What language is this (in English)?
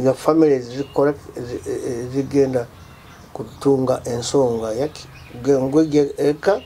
Nyoro